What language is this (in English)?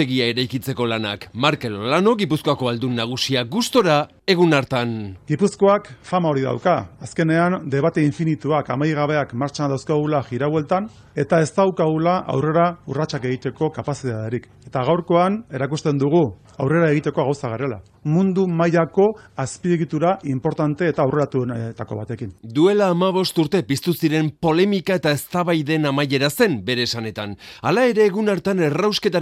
Basque